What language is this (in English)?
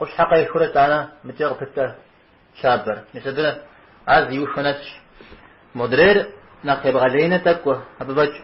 Kabardian